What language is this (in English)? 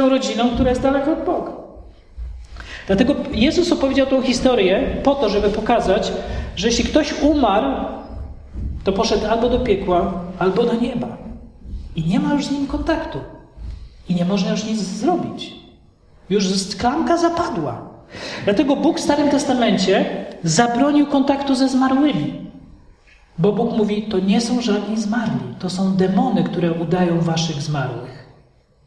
Polish